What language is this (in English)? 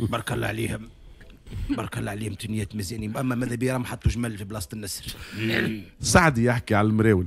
Tunisian Arabic